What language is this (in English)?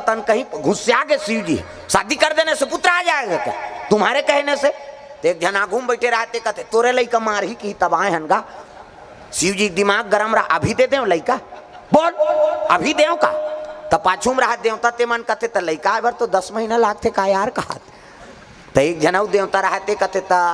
Chhattisgarhi